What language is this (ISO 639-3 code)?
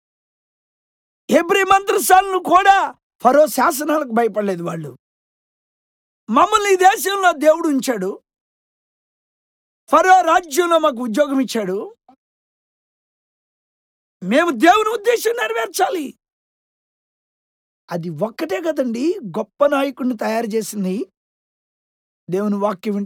tel